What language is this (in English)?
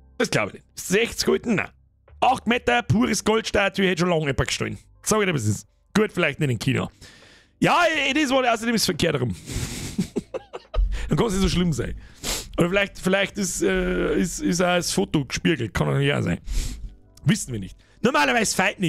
Bavarian